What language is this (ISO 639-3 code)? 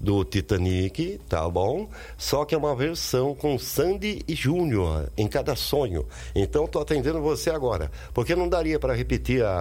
por